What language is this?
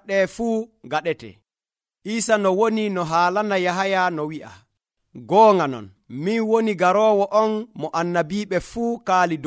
Nigerian Fulfulde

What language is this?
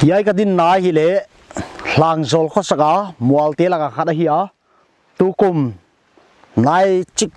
Paite Chin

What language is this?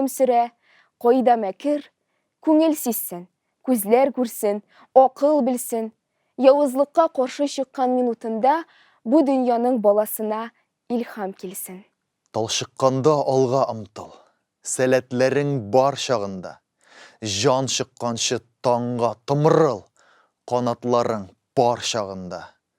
Tatar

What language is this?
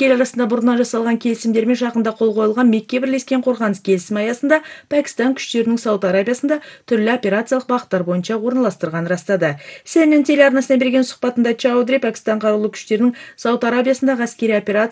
Kazakh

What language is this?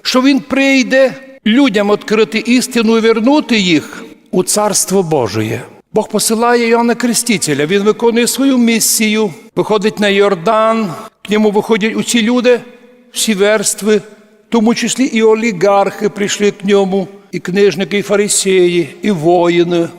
Rusyn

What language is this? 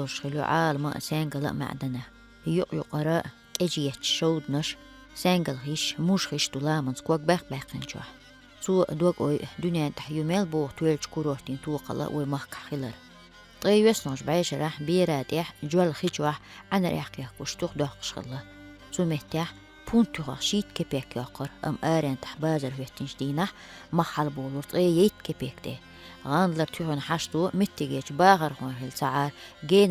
Chechen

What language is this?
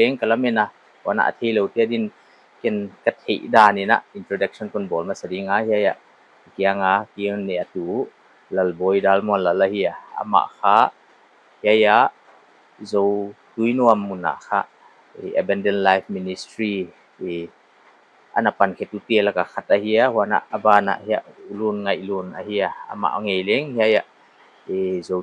Paite Chin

